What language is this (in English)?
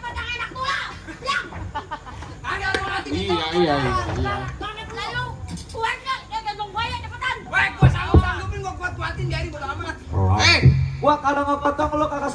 Betawi